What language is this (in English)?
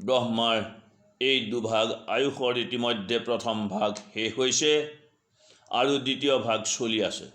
Assamese